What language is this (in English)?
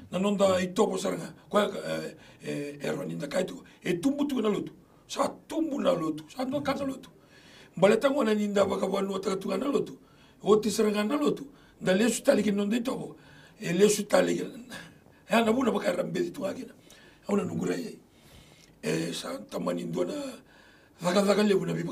Fijian